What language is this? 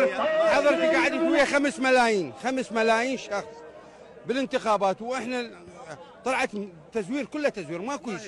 Mesopotamian Arabic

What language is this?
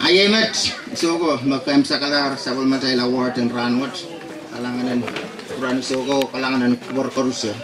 Pohnpeian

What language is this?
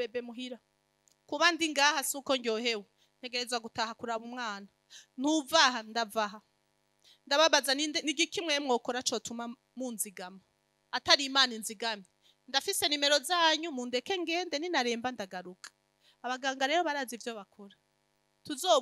Rundi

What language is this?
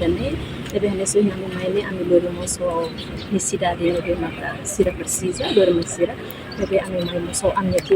Tetum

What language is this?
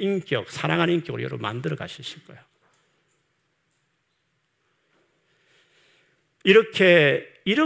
Korean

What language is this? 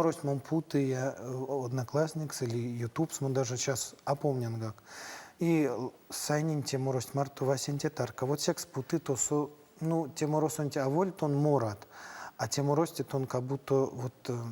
Erzya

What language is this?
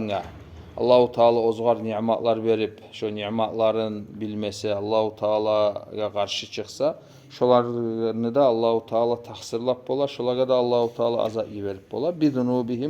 Kumyk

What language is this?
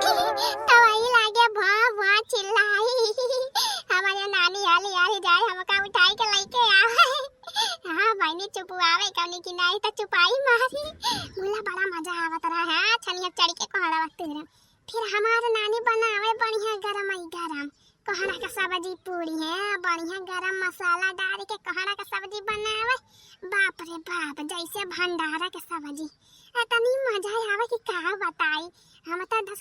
Awadhi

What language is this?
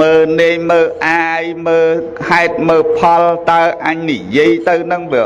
Khmer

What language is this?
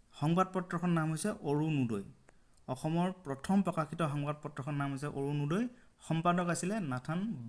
Assamese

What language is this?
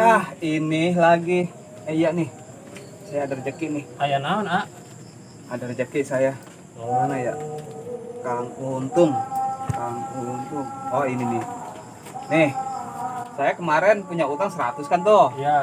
Betawi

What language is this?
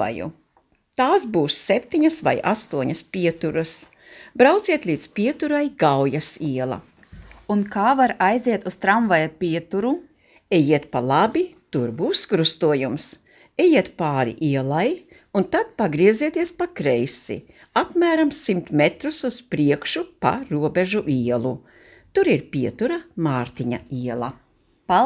Latvian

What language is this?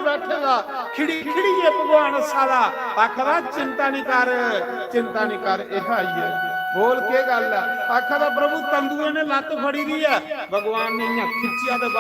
Dogri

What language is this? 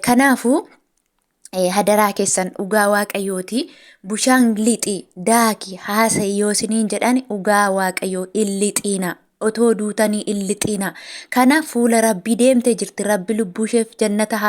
Oromo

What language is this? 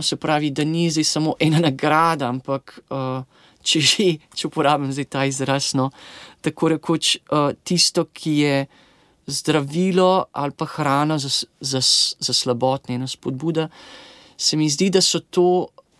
Slovenian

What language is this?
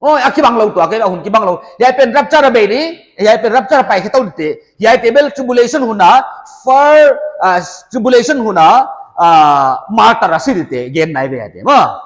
Paite Chin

